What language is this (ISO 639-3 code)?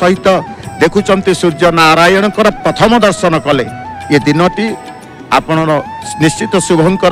ori